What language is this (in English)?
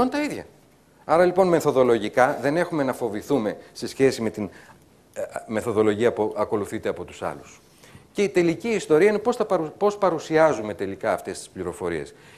Greek